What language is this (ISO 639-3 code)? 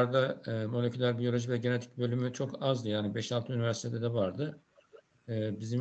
tur